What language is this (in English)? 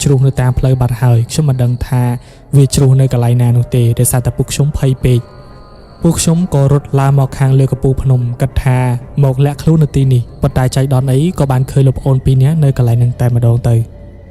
Khmer